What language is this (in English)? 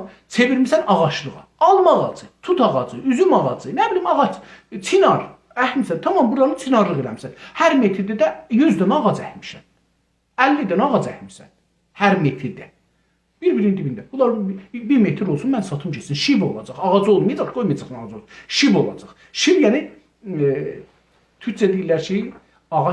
South Azerbaijani